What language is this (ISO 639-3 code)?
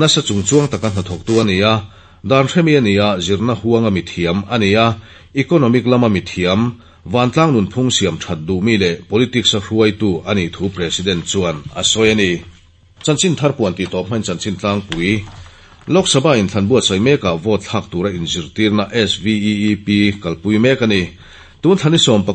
lus